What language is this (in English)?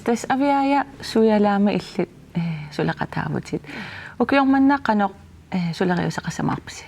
Kalaallisut